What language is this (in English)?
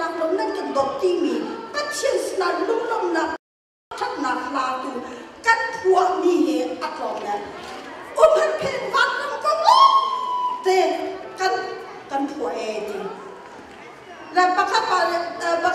Thai